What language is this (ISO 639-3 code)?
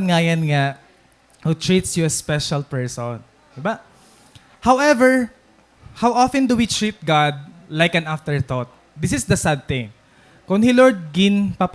war